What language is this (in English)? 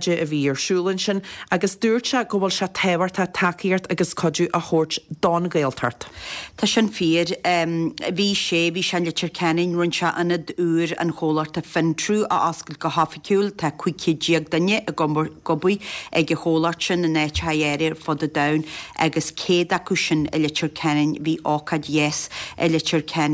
Irish